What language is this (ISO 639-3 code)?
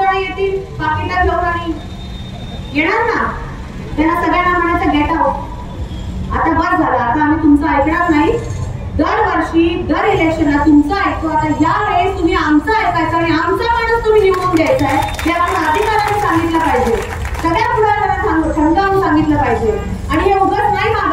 mar